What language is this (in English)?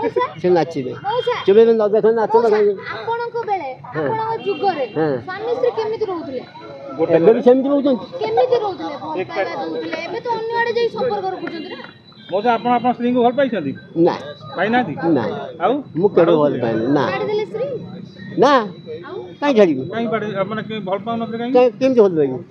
Odia